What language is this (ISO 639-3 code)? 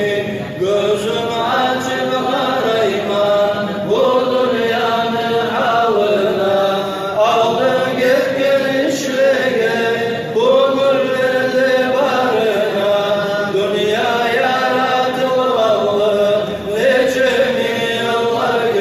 kum